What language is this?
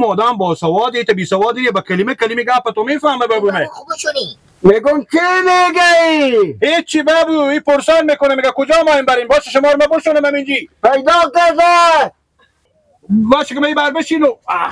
Persian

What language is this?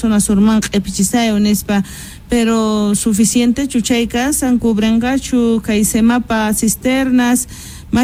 South Bolivian Quechua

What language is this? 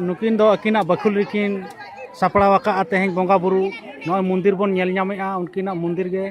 Santali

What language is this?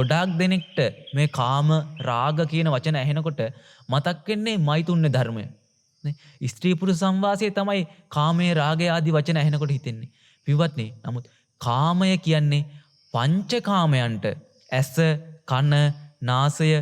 Sinhala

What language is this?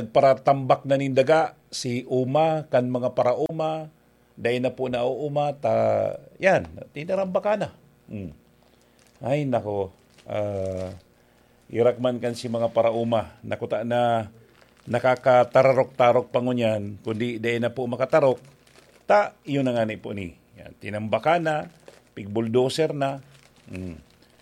Bikol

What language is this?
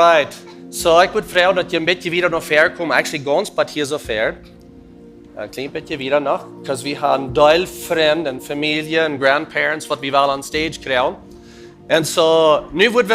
Plautdietsch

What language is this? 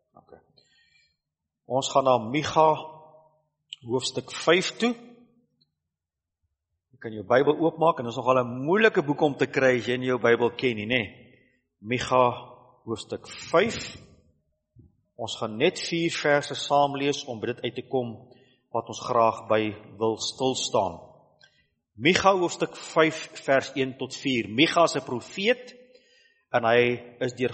Afrikaans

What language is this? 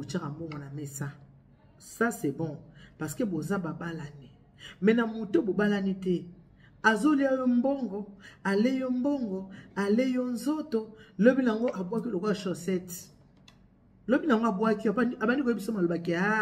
Lingala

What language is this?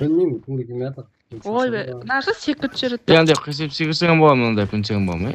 Kara-Kalpak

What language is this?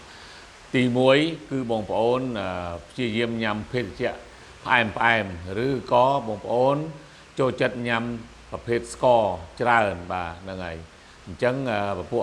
Khmer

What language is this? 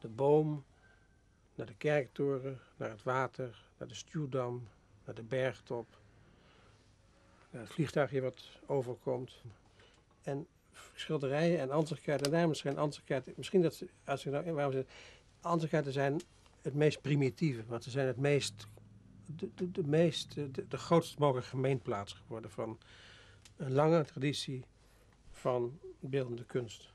Dutch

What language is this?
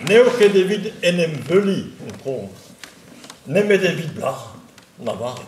Breton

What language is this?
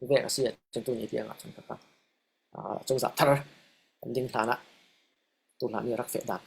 Falam Chin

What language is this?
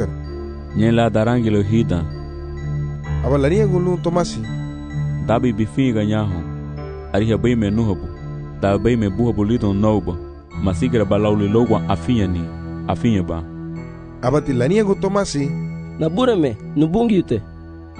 Garifuna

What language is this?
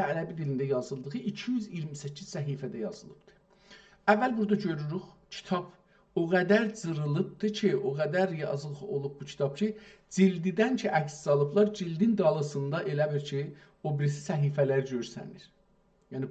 South Azerbaijani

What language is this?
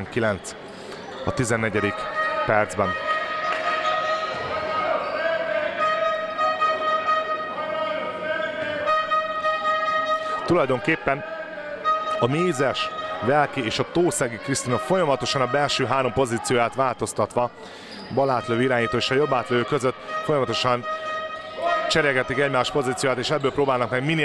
Hungarian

